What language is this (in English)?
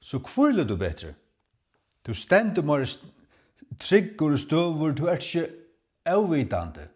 Faroese